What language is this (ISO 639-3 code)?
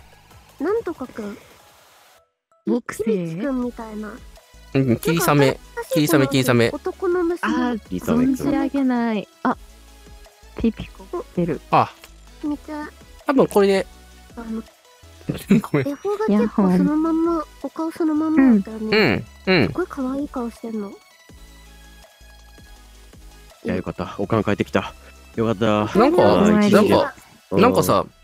jpn